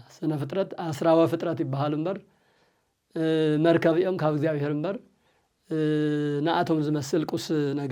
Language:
Tigrinya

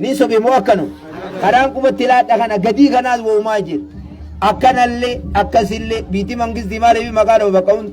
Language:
Oromo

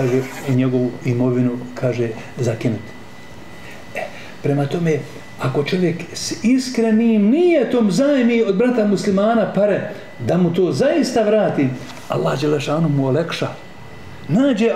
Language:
Bosnian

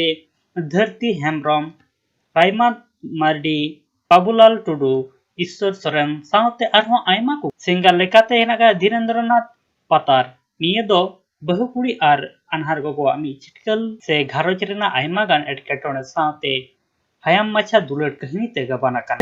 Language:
Santali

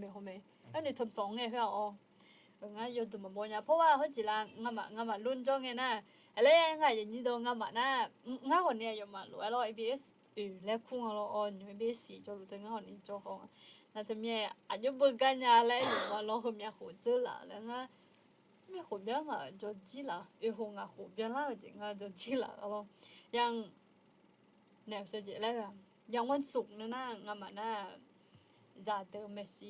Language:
Akha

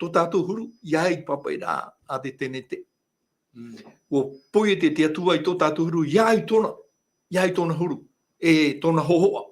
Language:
Tahitian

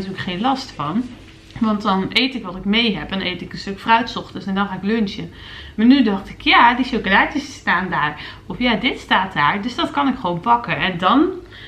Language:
Dutch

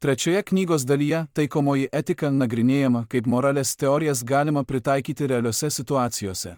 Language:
Lithuanian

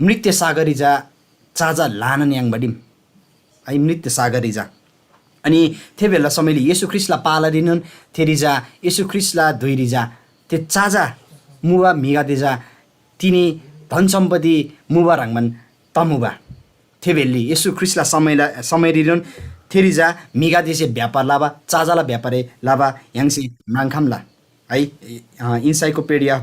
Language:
Eastern Tamang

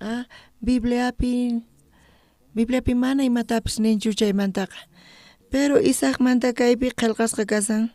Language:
South Bolivian Quechua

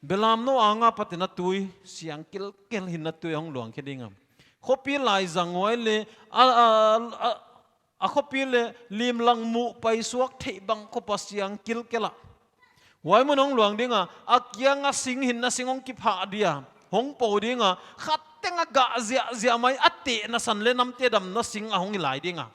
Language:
Paite Chin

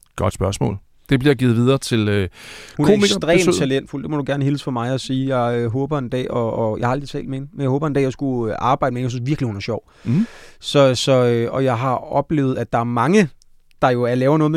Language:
Danish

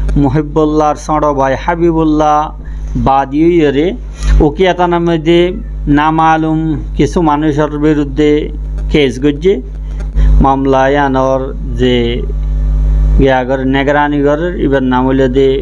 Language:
Rohingya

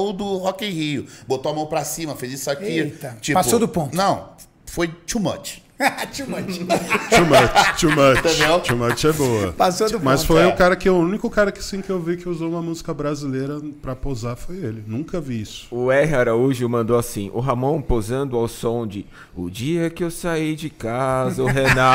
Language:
Portuguese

